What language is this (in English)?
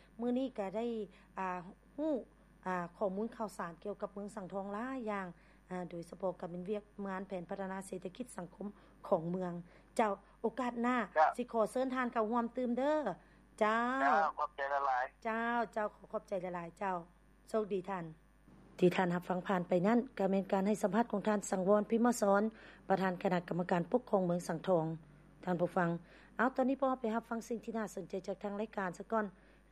Lao